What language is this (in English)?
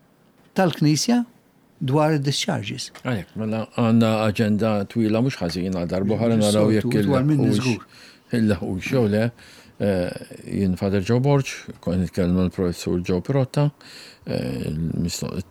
Maltese